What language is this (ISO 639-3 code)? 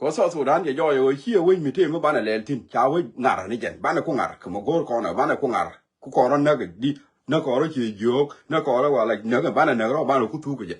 nus